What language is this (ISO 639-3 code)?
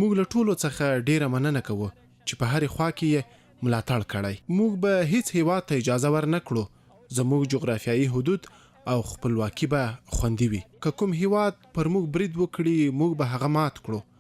pus